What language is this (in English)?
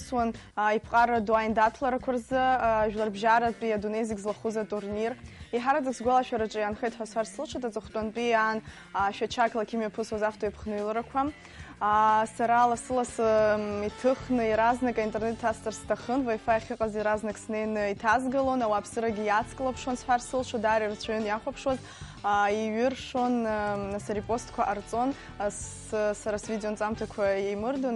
Abkhazian